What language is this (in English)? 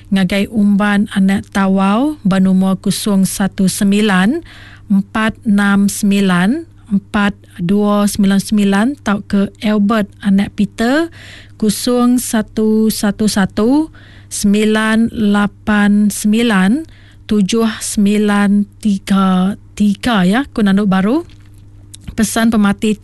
Iban